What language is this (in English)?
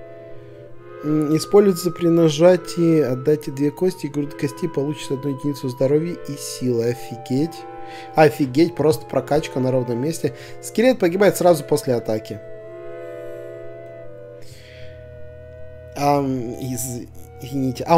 Russian